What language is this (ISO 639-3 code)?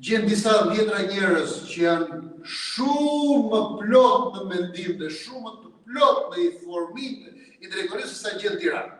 sqi